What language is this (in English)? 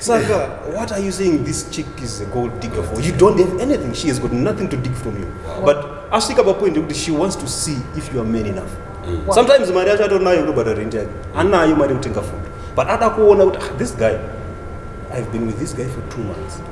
Shona